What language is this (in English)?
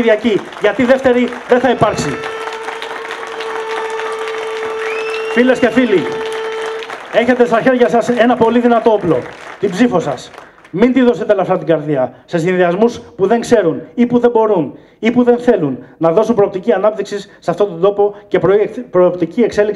Greek